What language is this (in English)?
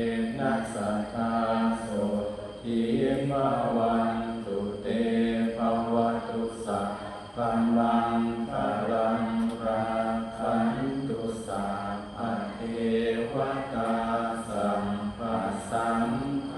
Pali